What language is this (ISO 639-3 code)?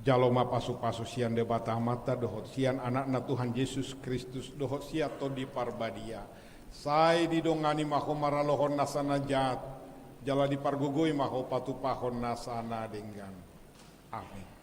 bbc